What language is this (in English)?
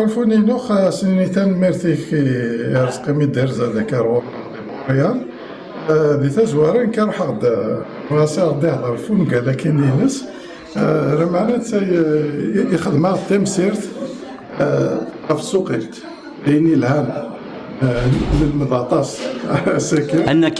Kabyle